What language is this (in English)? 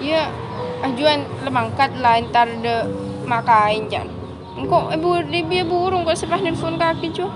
Madurese